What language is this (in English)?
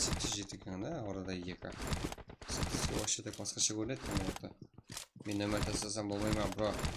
Kara-Kalpak